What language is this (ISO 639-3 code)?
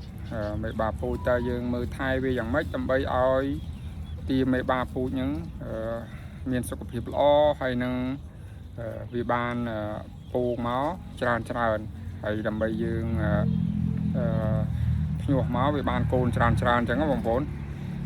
khm